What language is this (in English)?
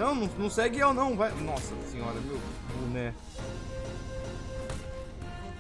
Portuguese